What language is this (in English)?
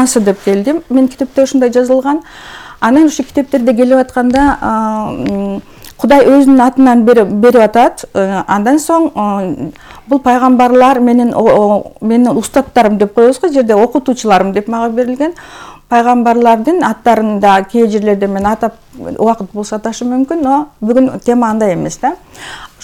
Kyrgyz